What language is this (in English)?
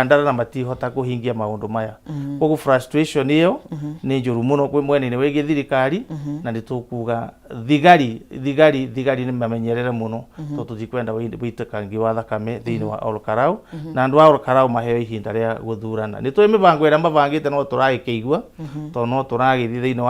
Kikuyu